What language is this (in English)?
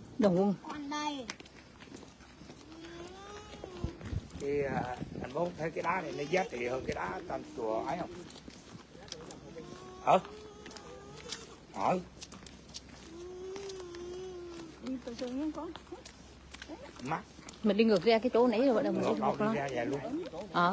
Vietnamese